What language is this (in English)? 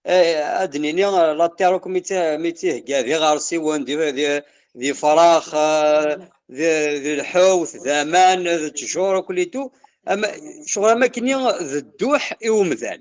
Kabyle